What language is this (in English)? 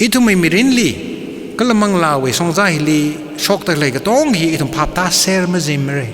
Tangkhul Naga (India)